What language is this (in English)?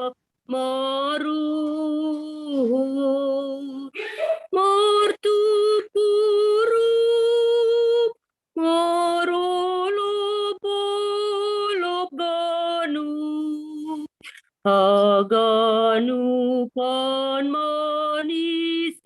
Batak Simalungun